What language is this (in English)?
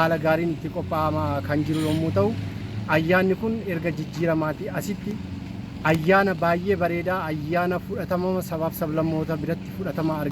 Oromo